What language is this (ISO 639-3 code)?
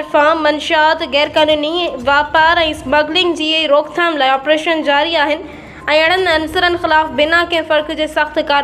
snd